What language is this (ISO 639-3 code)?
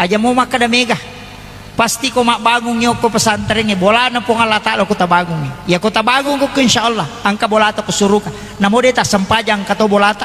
bug